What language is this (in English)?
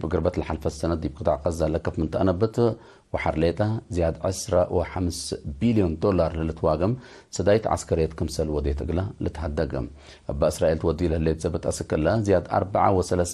Tigre